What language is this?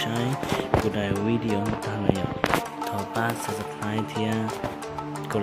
Hmong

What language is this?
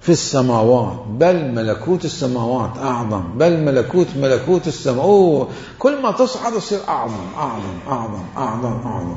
Mesopotamian Arabic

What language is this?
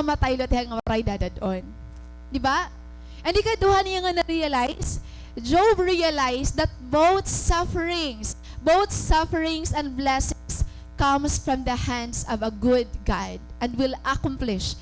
Waray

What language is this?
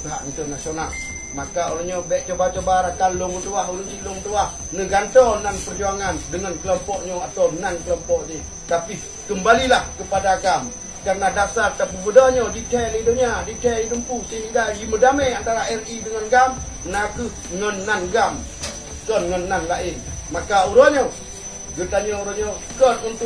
Achinese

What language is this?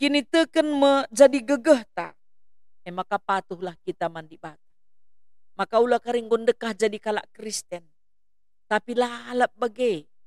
Batak Karo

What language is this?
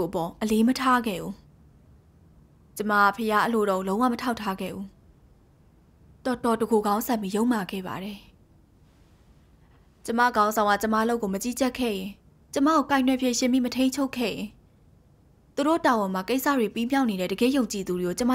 Burmese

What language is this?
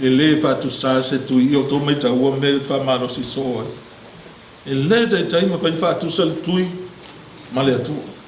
Samoan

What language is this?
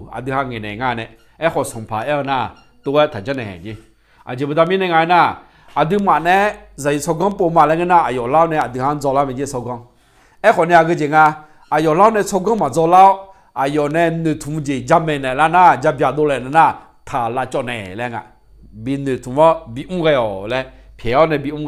Akha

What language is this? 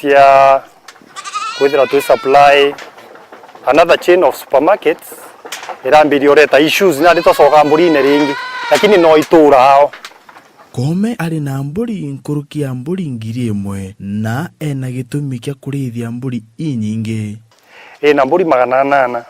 Meru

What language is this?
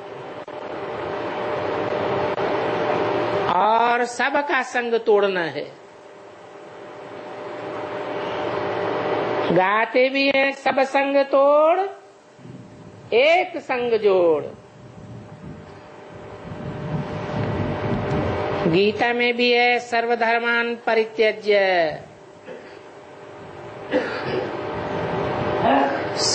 Hindi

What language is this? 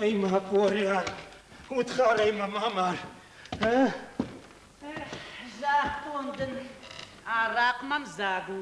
Ossetic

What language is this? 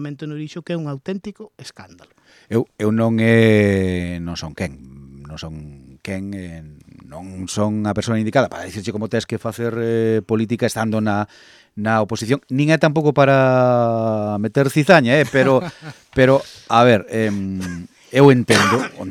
Galician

